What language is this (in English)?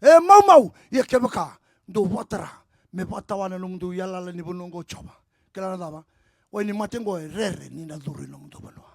Fijian